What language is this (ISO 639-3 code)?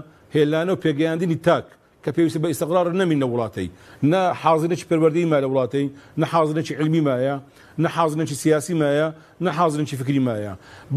ckb